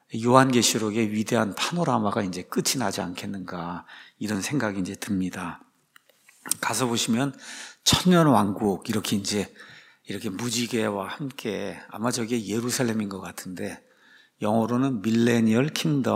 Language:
Korean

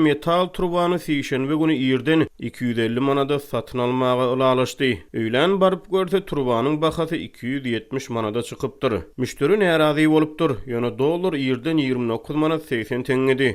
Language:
Turkmen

